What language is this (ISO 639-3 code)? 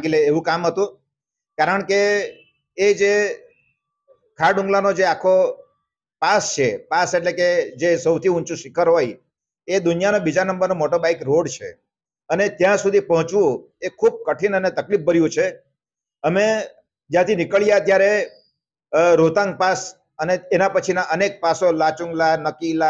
guj